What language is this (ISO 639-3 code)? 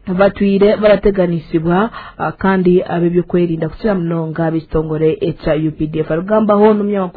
nyn